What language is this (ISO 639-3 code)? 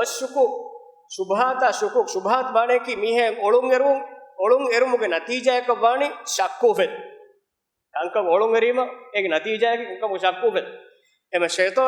div